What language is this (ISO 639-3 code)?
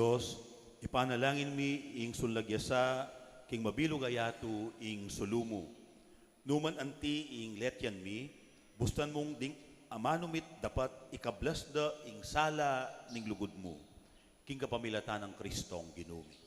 pam